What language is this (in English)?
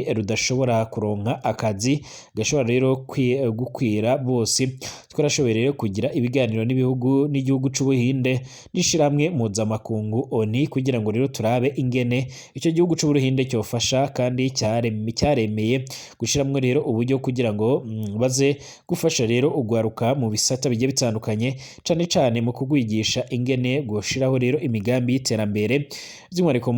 Rundi